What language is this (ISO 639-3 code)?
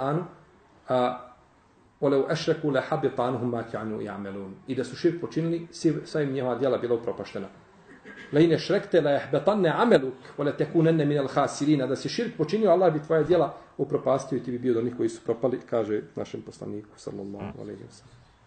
bos